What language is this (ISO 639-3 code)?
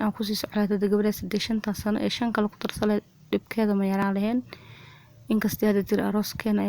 som